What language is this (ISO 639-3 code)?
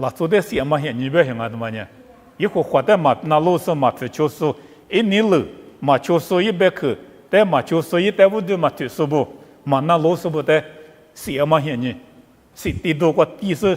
lis